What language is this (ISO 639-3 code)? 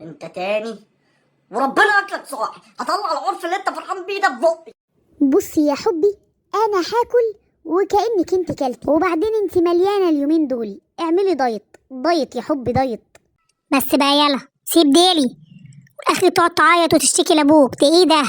arz